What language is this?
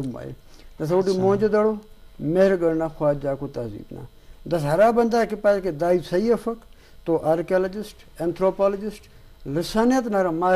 Brahui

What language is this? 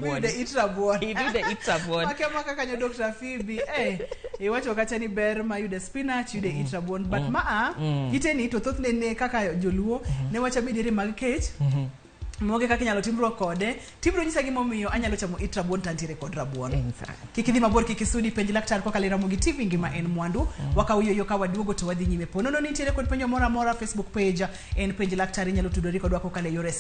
Luo (Kenya and Tanzania)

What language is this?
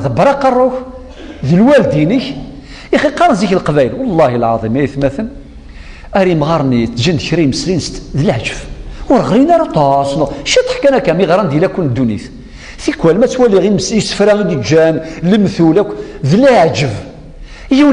Kabyle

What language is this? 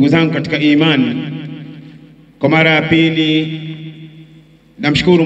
Swahili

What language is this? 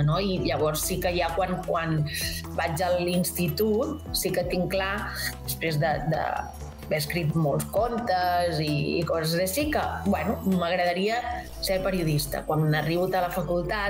Catalan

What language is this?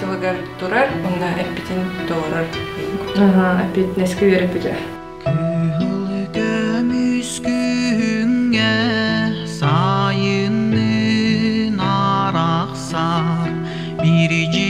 Yakut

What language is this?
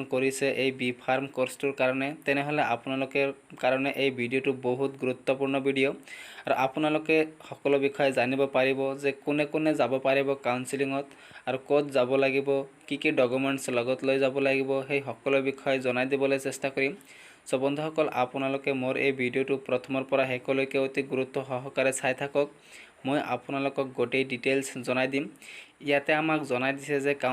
Assamese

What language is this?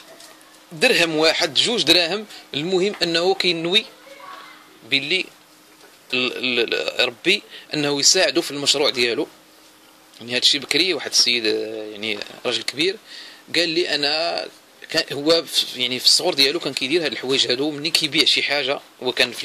Moroccan Arabic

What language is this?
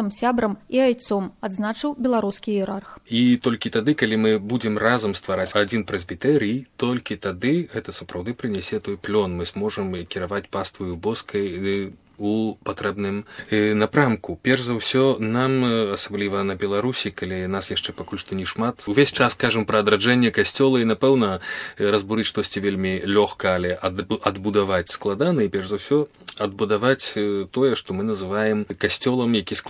Belarusian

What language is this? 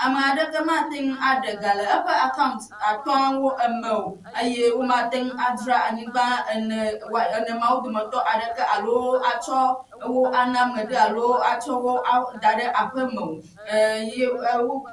Ewe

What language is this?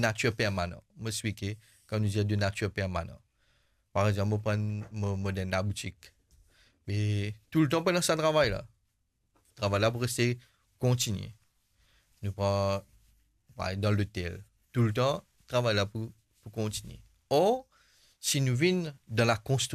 Morisyen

